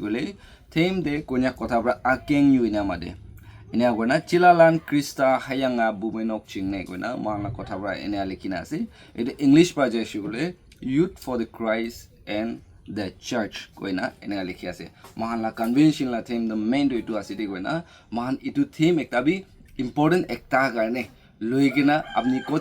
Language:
Naga Pidgin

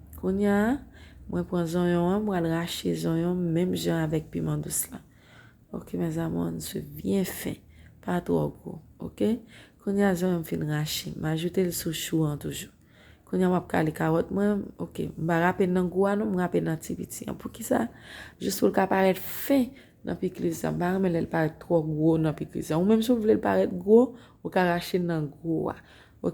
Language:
Haitian Creole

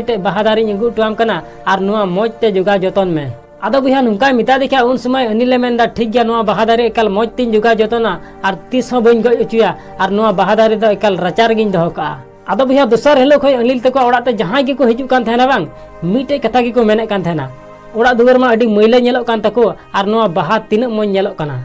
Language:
Santali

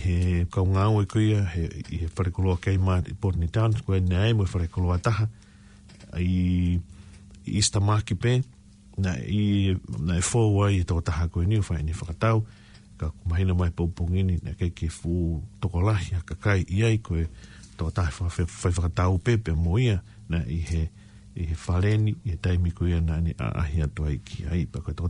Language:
Tongan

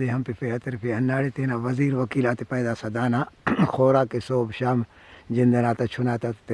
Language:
Brahui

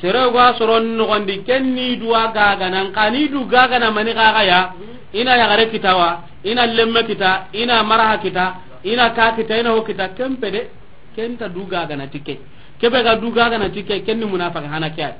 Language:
Soninke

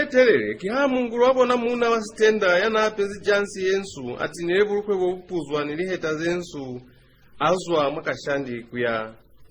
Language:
Lozi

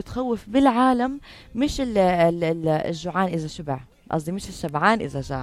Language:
North Levantine Arabic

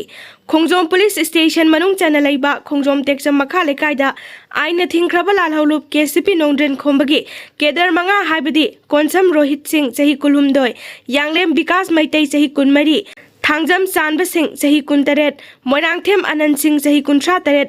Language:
Manipuri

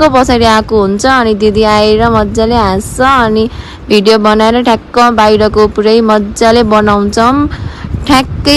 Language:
Nepali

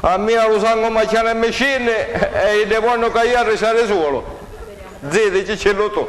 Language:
Sicilian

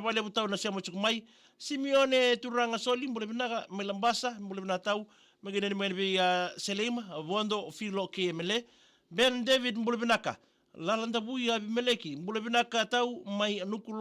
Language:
Fijian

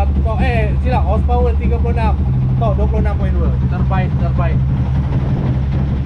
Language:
Malay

